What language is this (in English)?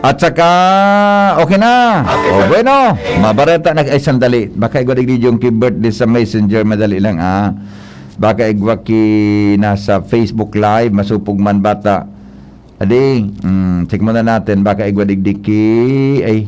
Bikol